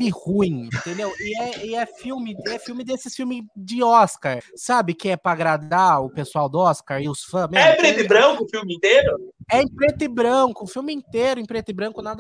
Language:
Portuguese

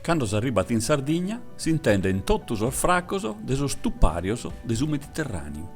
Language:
Sardinian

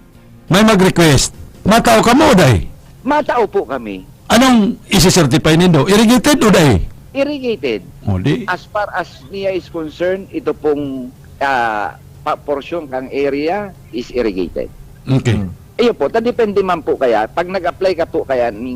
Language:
Bikol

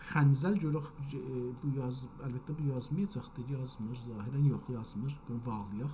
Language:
South Azerbaijani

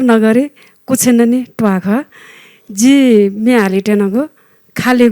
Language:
Newari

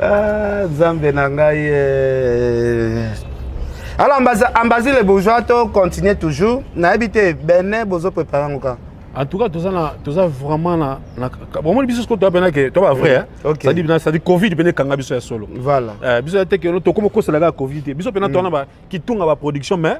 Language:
Lingala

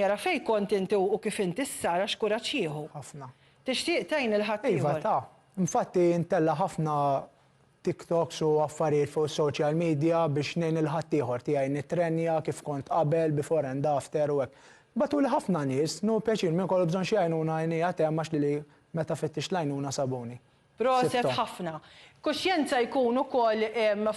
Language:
Maltese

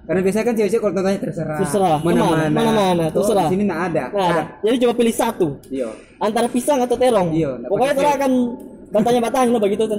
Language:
Manado Malay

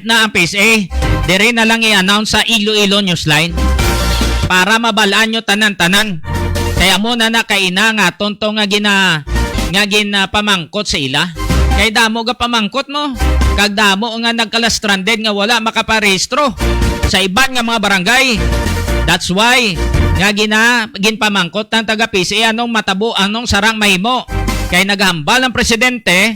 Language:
Hiligaynon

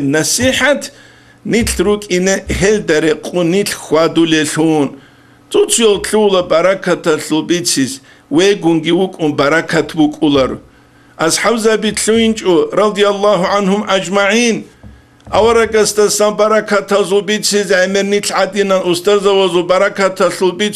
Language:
Avaric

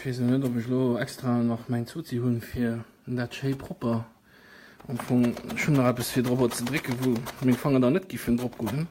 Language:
Luxembourgish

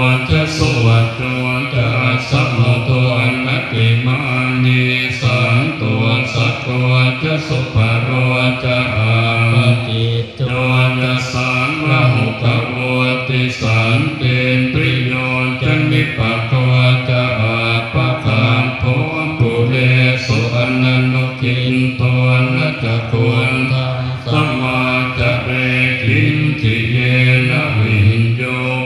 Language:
Pali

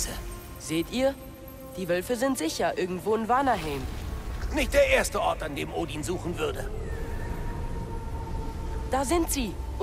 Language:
German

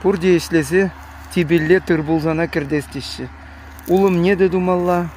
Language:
Chuvash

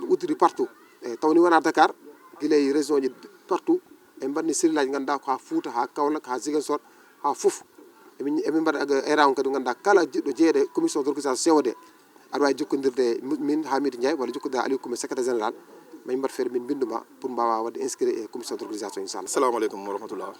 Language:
Fula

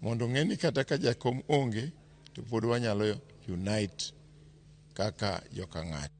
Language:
Luo (Kenya and Tanzania)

